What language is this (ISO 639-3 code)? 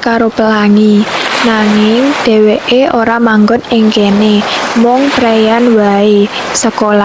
jav